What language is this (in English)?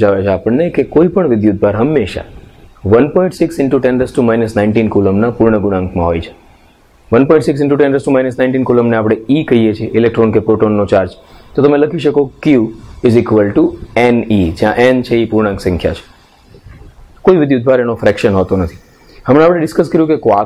Gujarati